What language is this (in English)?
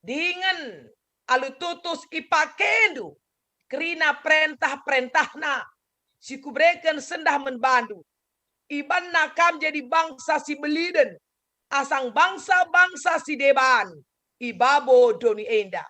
Batak Karo